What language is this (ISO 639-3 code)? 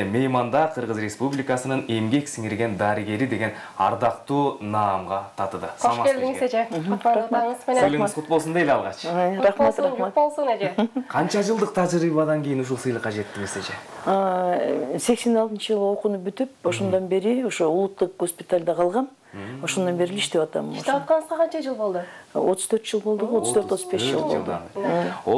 kir